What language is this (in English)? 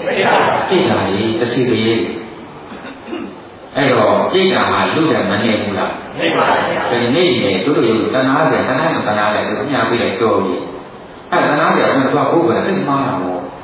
Burmese